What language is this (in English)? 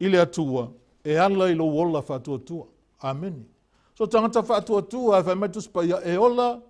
Samoan